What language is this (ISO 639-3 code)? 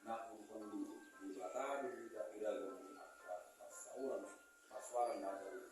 bbc